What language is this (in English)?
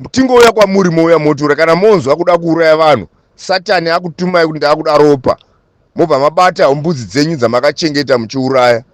Shona